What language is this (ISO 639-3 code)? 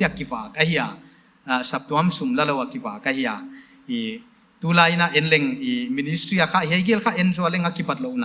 pck